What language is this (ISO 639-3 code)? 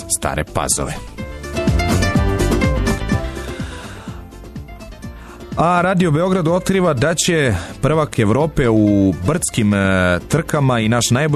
srp